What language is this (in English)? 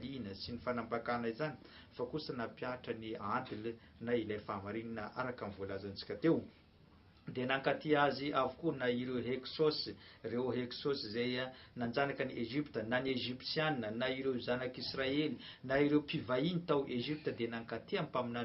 Malagasy